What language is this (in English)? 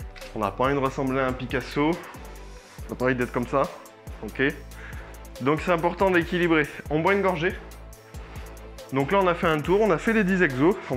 French